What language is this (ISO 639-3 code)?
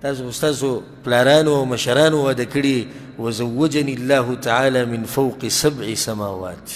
pus